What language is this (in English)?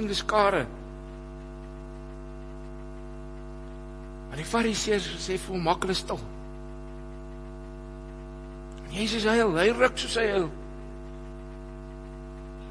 Afrikaans